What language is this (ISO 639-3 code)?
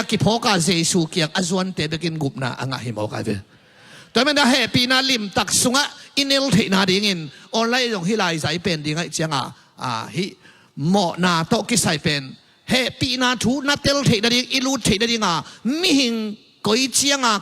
ctd